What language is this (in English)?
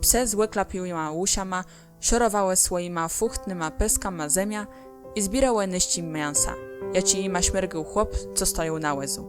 Kashubian